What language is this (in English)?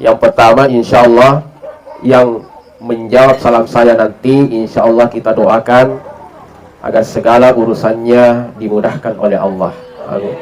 Buginese